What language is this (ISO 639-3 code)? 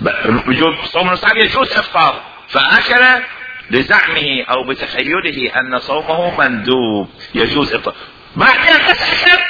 acm